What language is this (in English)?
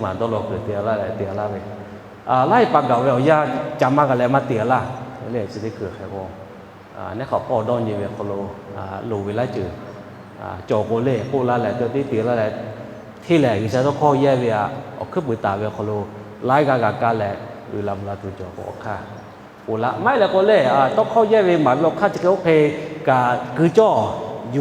Lahu